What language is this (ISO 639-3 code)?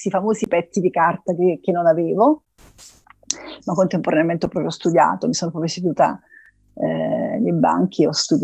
ita